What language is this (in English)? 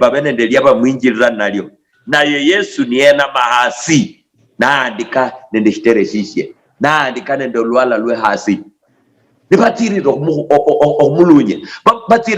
Luyia